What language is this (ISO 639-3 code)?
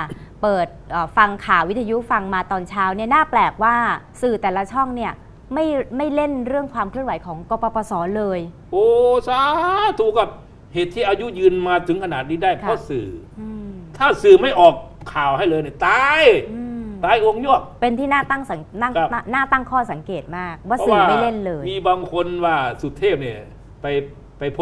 tha